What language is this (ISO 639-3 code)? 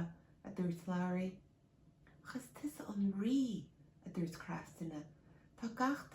gle